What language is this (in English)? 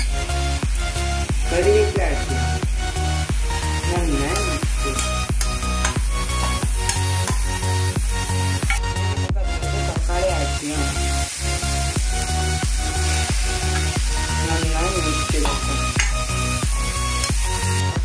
Malayalam